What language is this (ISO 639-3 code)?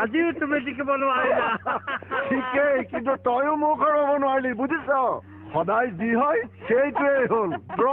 asm